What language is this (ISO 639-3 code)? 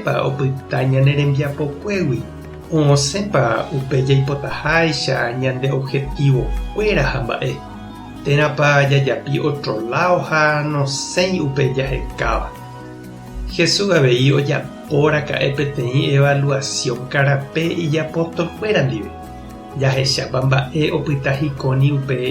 grn